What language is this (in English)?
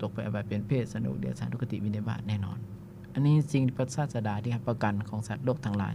Lao